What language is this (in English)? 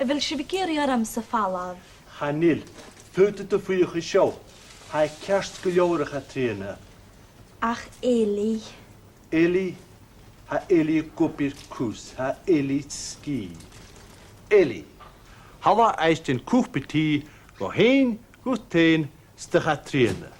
Scottish Gaelic